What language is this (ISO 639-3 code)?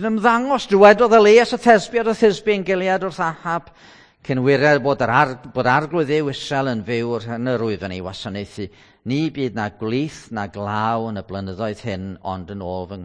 cym